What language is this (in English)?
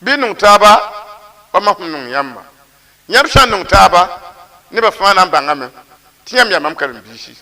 Mossi